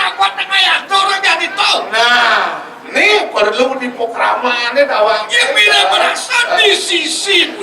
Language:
Balinese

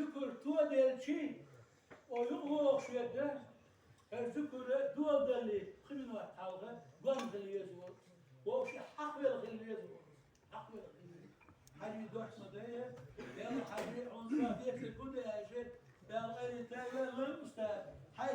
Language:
Ingush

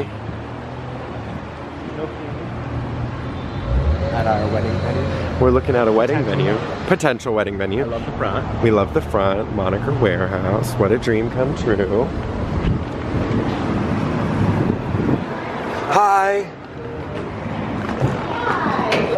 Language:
English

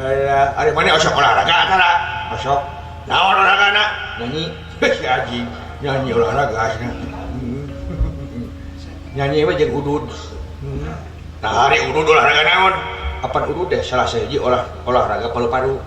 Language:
Sundanese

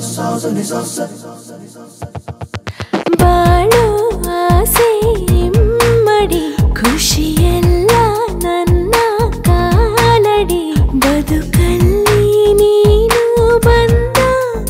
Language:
Kannada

